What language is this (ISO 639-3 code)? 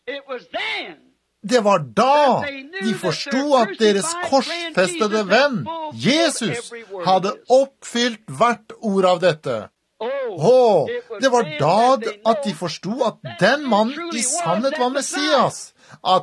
nor